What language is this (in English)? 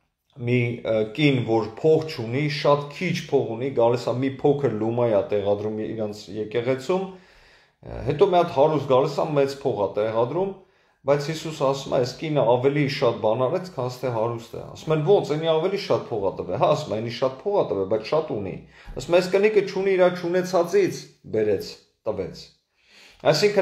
Armenian